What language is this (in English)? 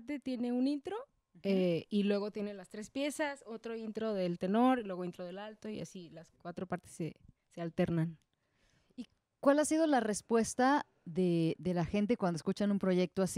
Spanish